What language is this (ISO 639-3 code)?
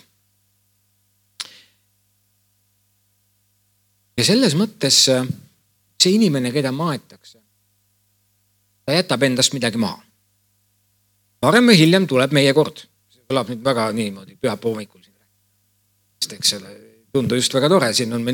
est